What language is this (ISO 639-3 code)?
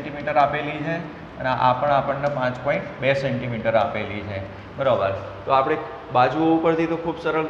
guj